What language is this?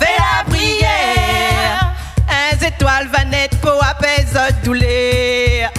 Réunion Creole French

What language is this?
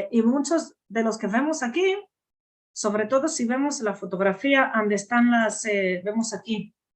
Ladino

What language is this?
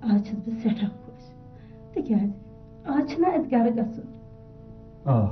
Kashmiri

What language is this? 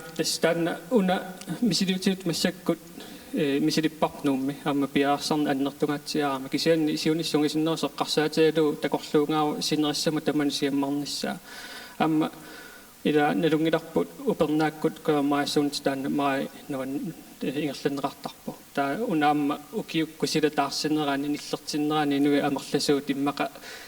Kalaallisut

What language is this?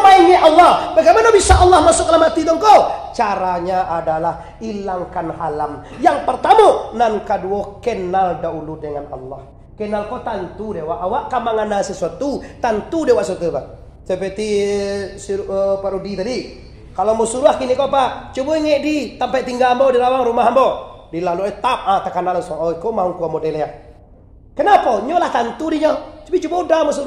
Minangkabau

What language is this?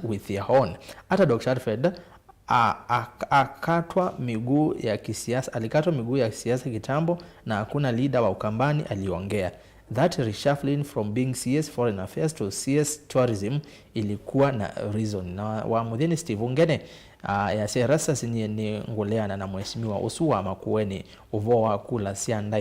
Kamba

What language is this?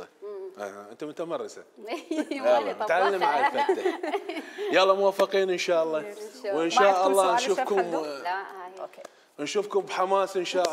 Mesopotamian Arabic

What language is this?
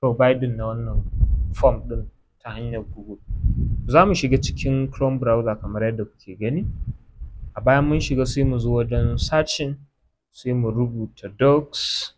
Hausa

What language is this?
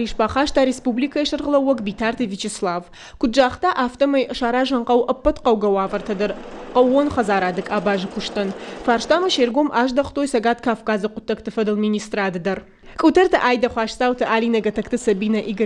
Ossetic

